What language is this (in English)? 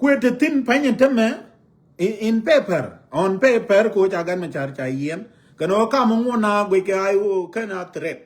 Nuer